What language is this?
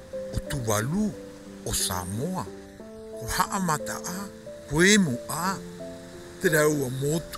Rapanui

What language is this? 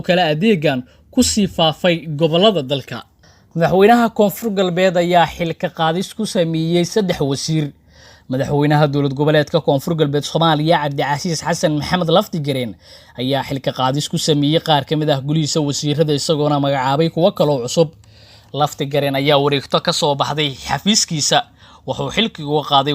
Somali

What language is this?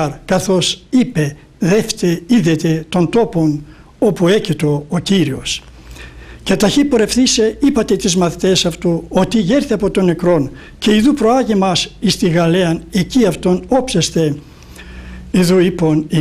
Greek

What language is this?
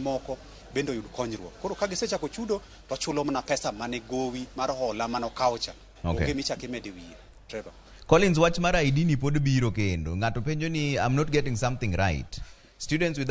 Luo (Kenya and Tanzania)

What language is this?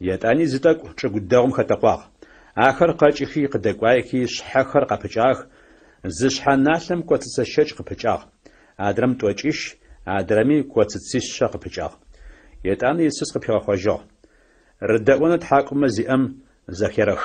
Adyghe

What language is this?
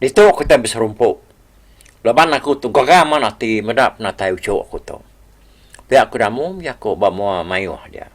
Iban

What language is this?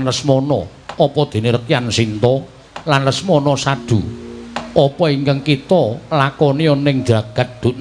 Javanese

